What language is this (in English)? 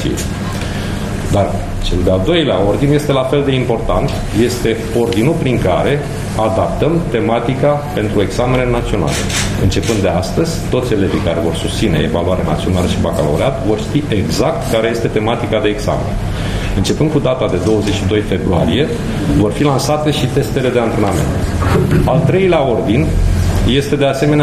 Romanian